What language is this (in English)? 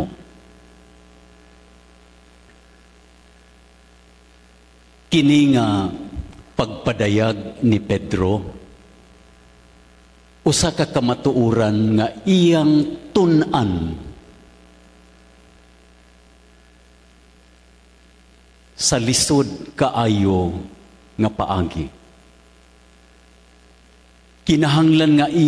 Cebuano